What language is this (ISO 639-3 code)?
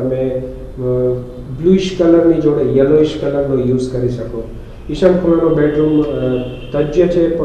guj